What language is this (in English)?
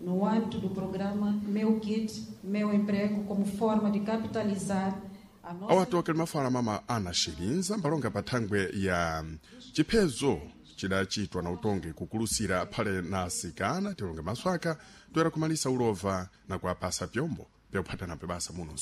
Sena